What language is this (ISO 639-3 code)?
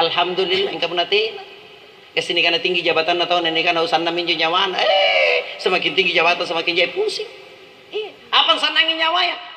mak